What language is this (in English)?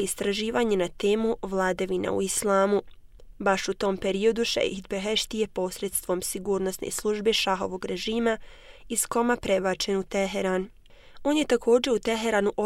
Bosnian